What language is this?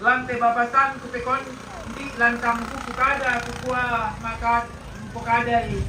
Toraja-Sa'dan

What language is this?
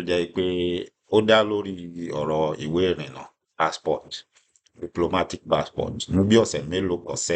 Yoruba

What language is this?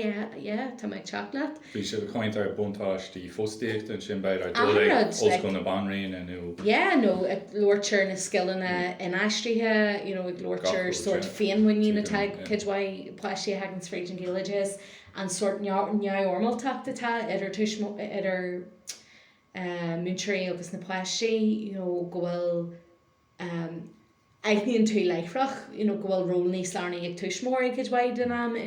Irish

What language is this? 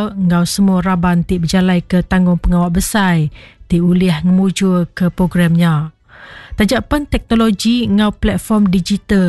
Iban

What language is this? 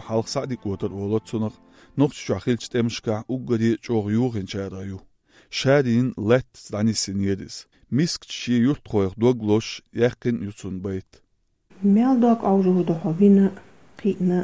Chechen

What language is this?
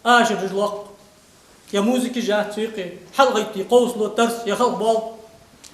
Ingush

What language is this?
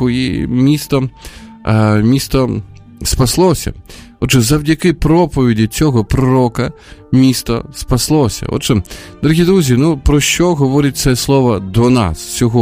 Ukrainian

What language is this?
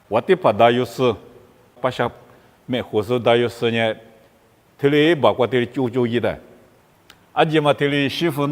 Lisu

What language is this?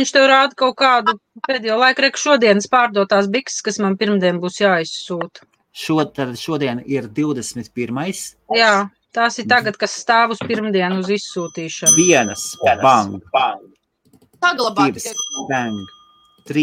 Latvian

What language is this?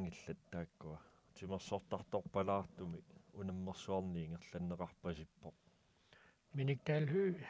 Kalaallisut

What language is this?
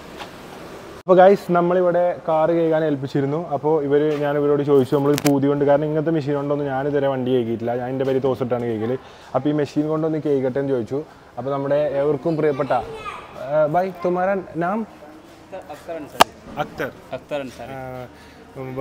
Malayalam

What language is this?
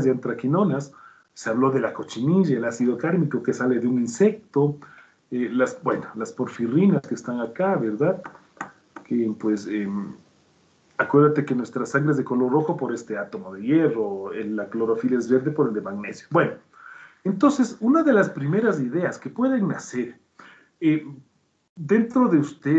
Spanish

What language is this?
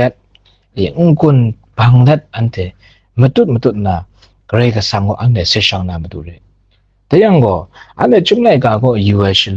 Kachin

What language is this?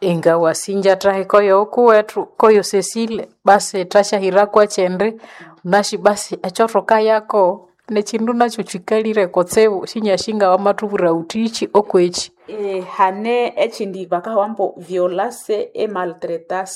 Nande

